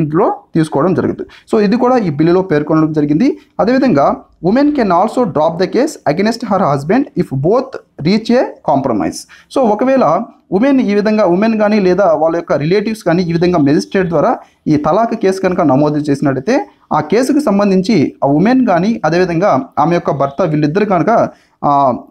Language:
Telugu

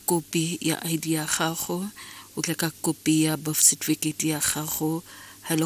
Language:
Tswana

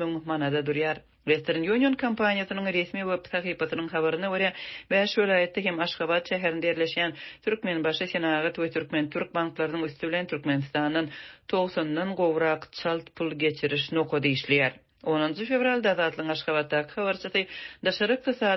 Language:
Turkmen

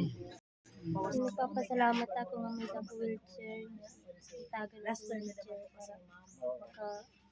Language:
Waray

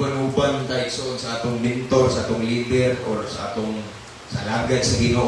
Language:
Cebuano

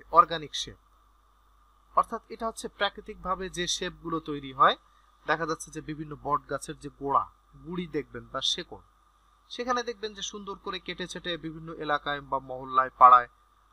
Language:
Bangla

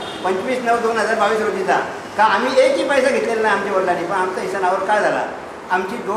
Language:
Marathi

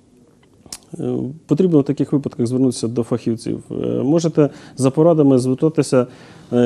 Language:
Ukrainian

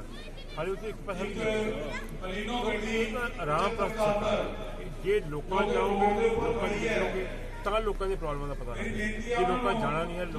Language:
Hindi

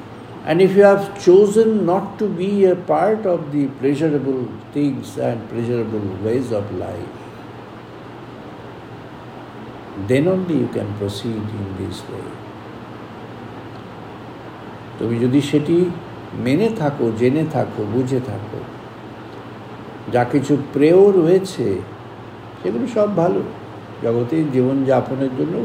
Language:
Bangla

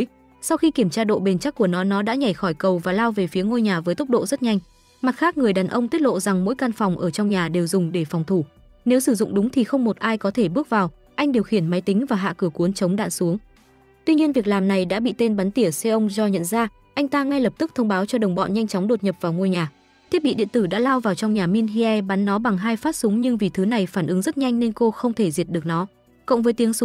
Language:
Vietnamese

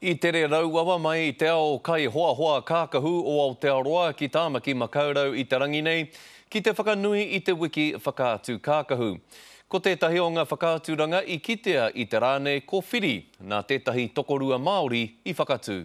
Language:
Māori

